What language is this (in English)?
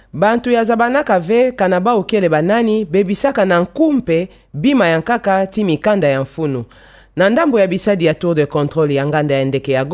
Kituba (Democratic Republic of Congo)